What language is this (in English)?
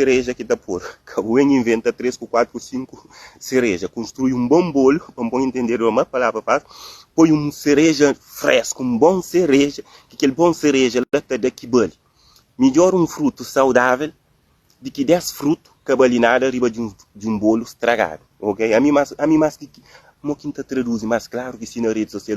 Kabuverdianu